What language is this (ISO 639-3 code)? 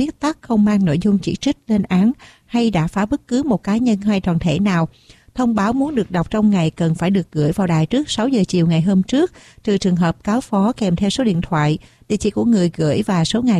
vie